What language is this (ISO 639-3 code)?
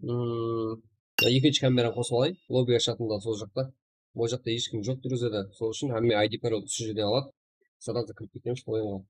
kaa